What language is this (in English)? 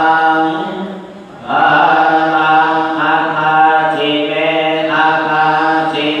Pali